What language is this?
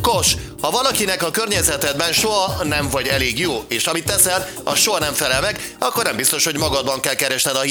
Hungarian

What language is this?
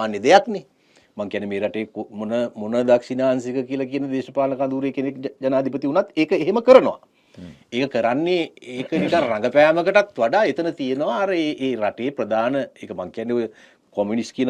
Sinhala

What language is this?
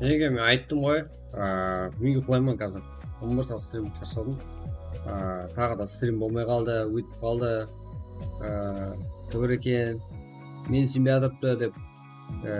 Kara-Kalpak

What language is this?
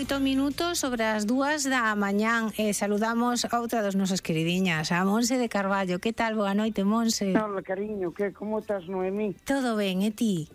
Galician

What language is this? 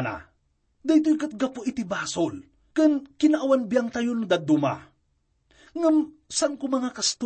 Iloko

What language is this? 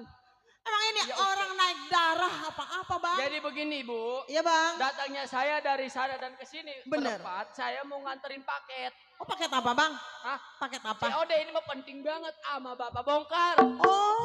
Betawi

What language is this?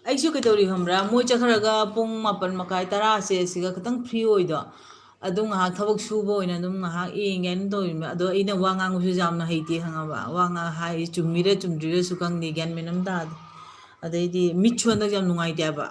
Manipuri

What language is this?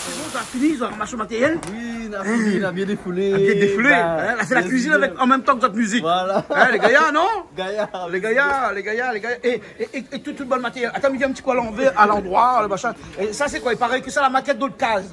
Réunion Creole French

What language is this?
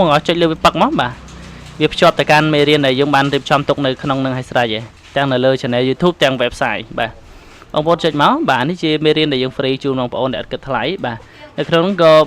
Khmer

